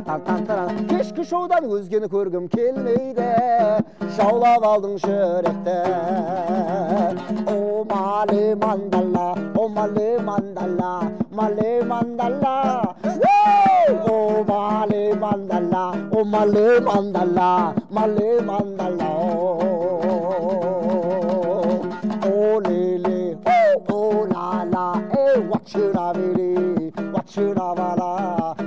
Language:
Kazakh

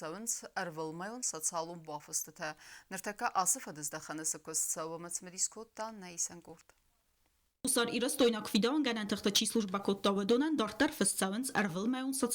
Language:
Ossetic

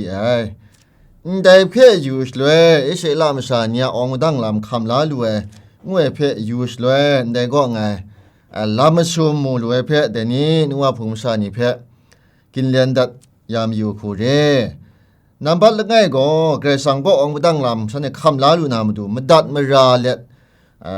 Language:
Kachin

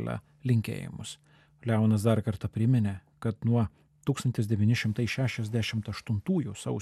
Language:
Lithuanian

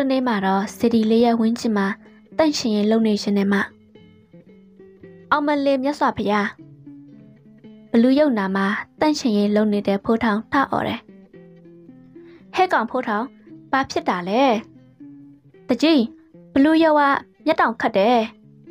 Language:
Burmese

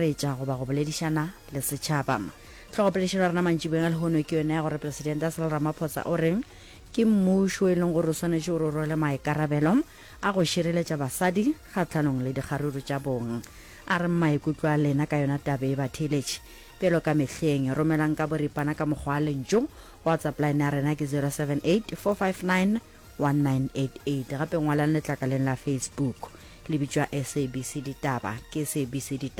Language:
Northern Sotho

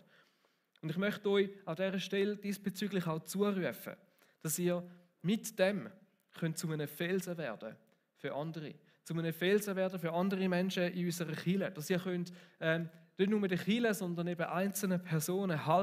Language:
Swiss German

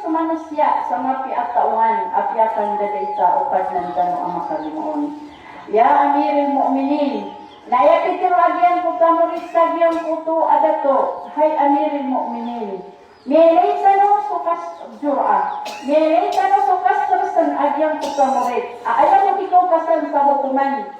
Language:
Maranao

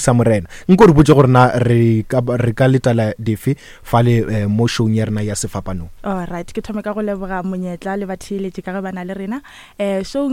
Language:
Northern Sotho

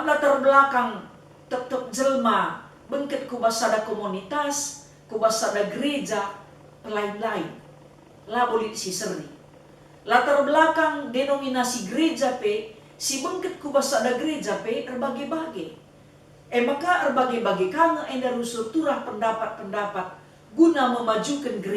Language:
Batak Karo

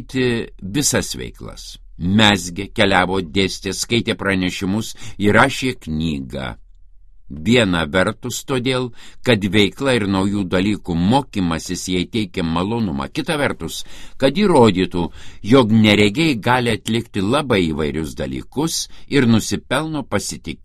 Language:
Lithuanian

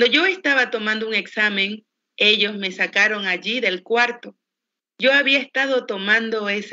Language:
Spanish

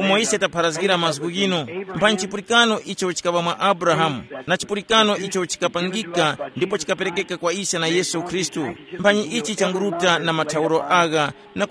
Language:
Tumbuka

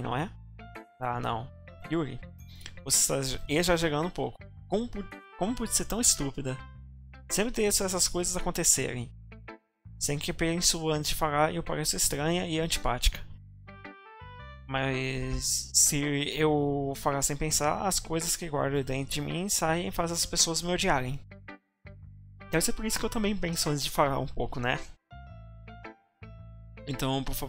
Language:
Portuguese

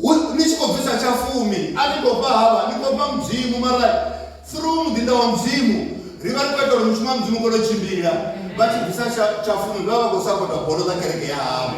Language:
Venda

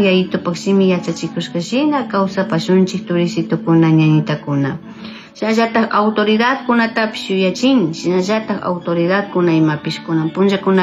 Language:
Chimborazo Highland Quichua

